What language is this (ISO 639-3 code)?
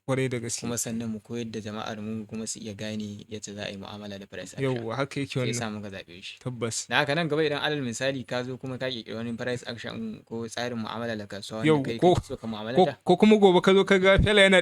hau